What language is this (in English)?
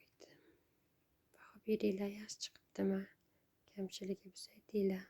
Uzbek